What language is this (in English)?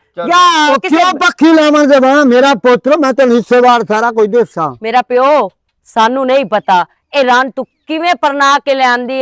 Western Panjabi